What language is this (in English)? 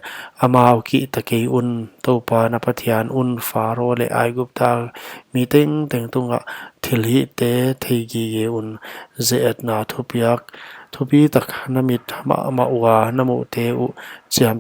Paite Chin